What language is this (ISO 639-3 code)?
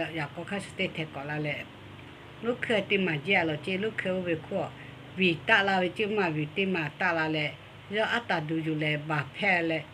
lhu